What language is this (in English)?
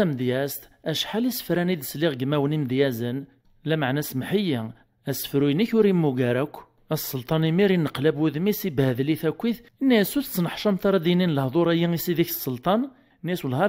Kabyle